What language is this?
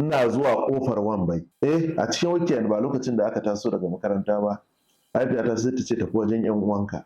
Hausa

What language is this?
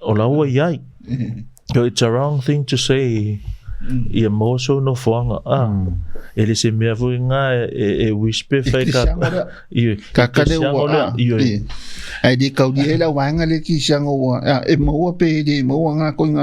Samoan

